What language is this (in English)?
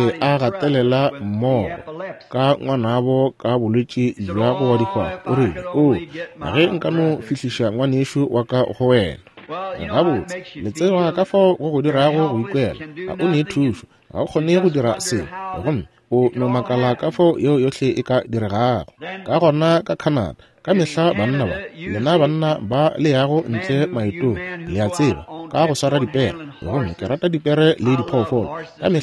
Northern Sotho